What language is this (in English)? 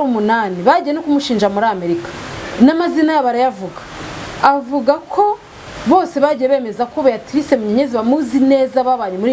Kinyarwanda